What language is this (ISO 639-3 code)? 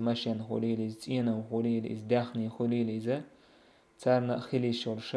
che